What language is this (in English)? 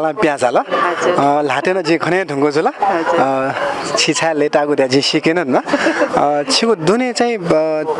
Newari